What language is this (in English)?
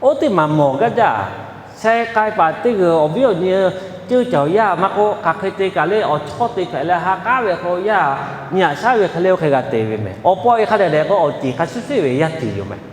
Lahu